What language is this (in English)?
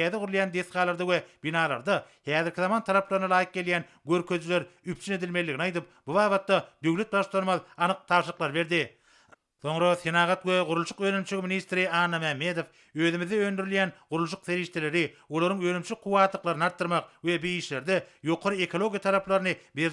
Turkmen